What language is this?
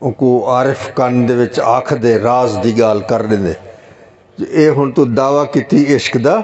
Saraiki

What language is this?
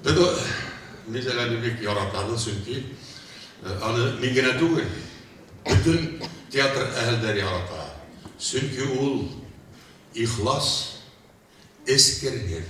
Bashkir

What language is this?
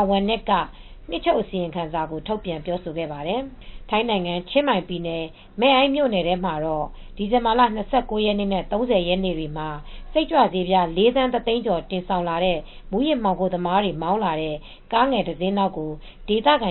Burmese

